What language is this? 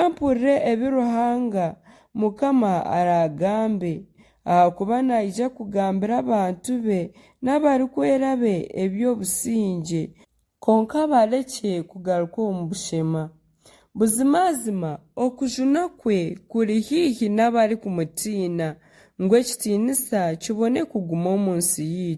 Nyankole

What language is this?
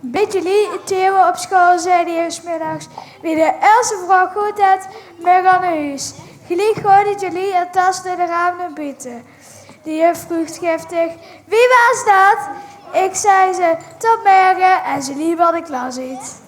Limburgish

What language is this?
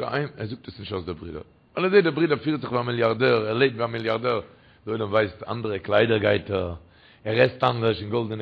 Yiddish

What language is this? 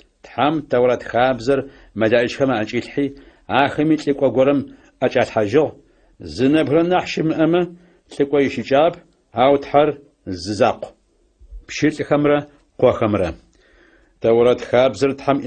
Adyghe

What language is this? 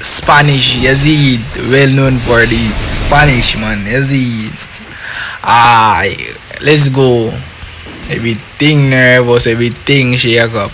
Jamaican Creole English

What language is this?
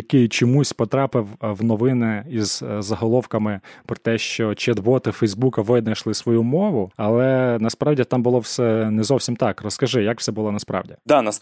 Ukrainian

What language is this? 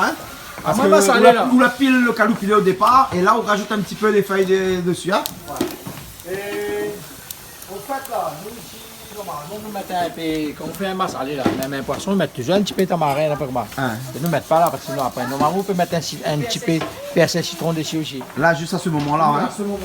Réunion Creole French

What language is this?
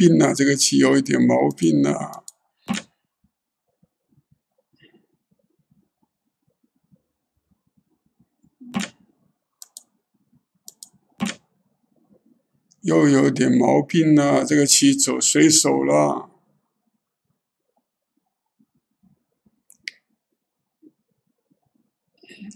Chinese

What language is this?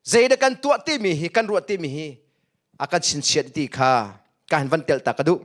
Hakha Chin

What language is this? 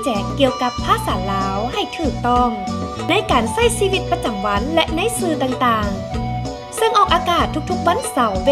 Lao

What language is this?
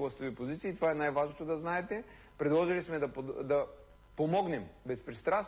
Bulgarian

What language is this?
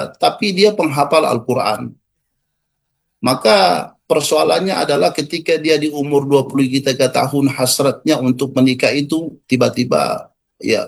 Indonesian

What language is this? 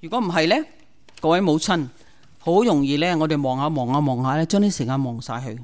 Cantonese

